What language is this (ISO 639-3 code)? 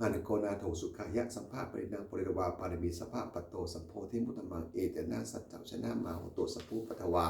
pli